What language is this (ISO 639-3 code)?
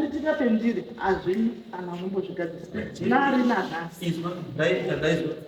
sna